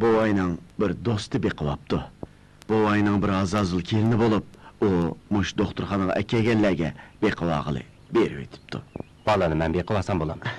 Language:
Uyghur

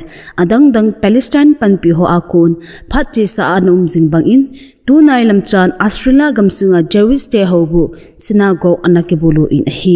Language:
Thado Chin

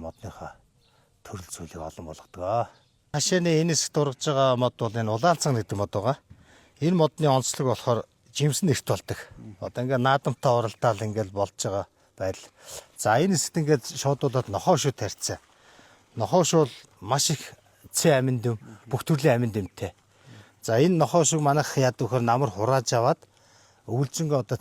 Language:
Mongolian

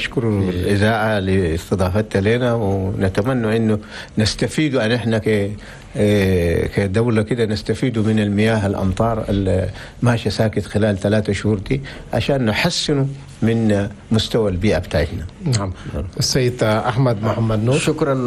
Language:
Chadian Arabic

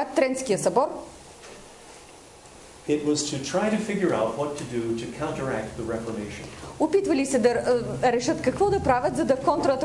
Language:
Bulgarian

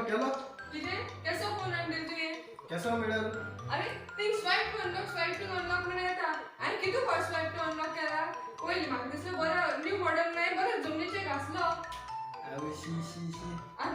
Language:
Konkani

